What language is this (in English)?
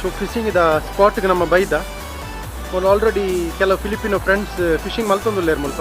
Tulu